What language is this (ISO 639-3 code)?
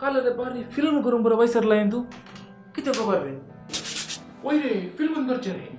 kok